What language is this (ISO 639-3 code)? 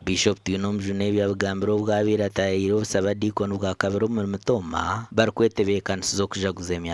nyn